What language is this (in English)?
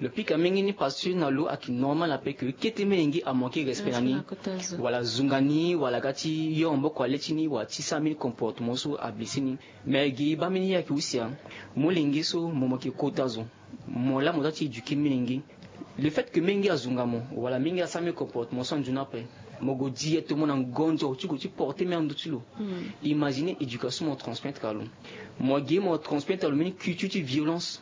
Sango